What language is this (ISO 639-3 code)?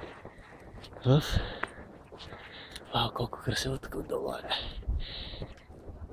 bul